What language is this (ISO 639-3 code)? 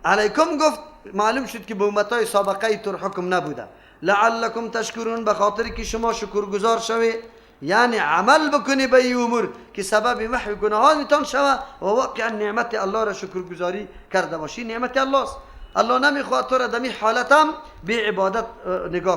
fas